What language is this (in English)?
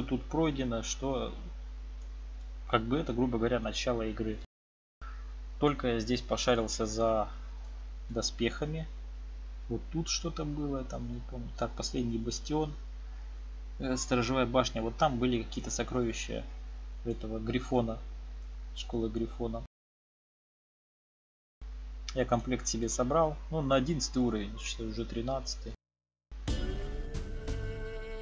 Russian